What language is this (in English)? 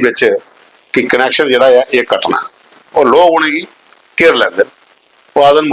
Dogri